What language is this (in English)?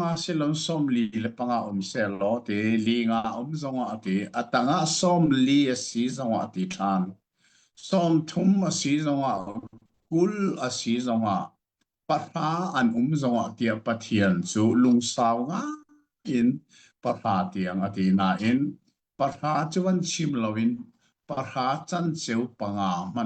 Hakha Chin